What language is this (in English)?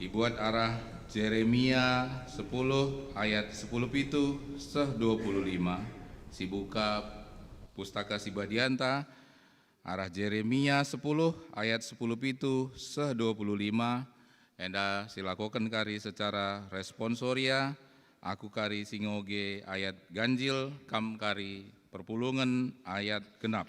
Batak Karo